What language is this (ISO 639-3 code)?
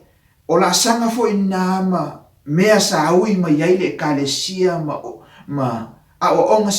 smo